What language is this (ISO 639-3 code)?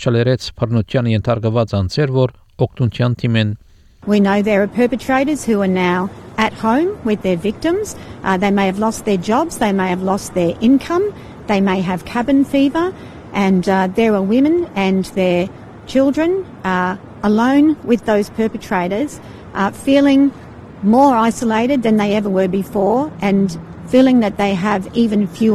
hye